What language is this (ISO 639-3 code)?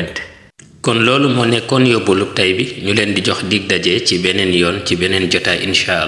wol